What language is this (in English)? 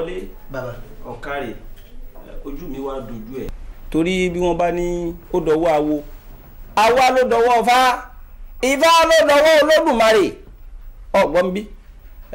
Yoruba